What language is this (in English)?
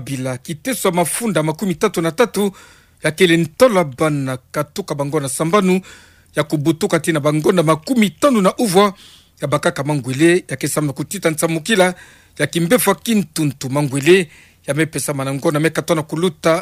Kituba (Democratic Republic of Congo)